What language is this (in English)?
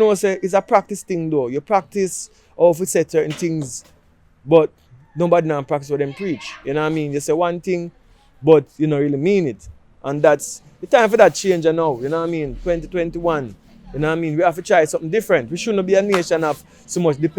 Jamaican Creole English